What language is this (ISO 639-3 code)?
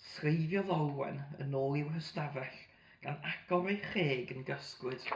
cym